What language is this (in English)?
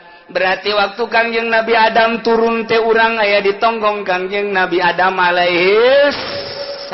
Sundanese